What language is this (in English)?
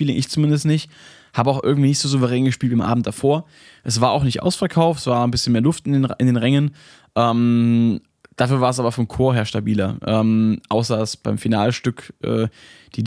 German